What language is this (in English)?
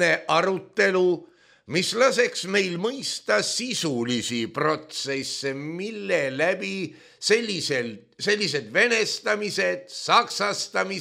Estonian